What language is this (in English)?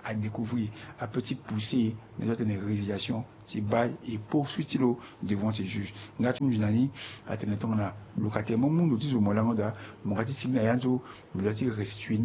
Sango